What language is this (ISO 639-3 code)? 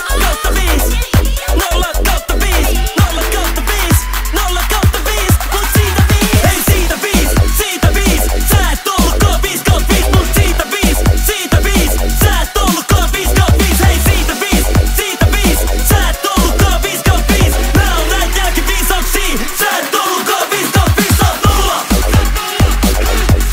fin